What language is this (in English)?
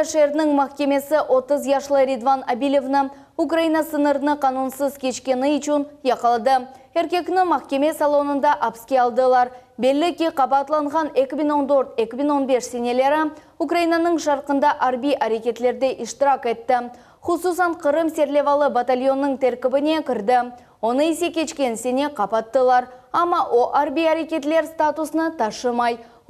Crimean Tatar